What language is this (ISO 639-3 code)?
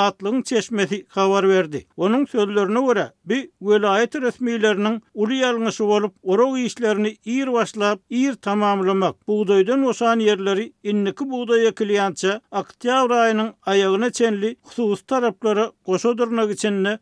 tuk